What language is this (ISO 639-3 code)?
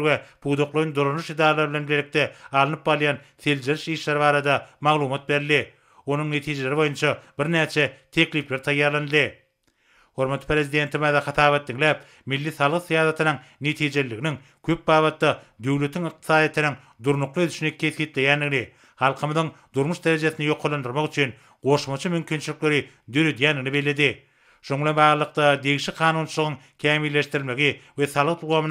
tuk